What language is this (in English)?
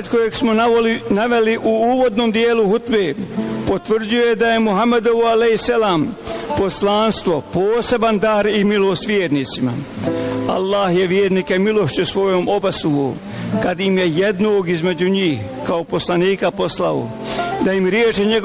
Bosnian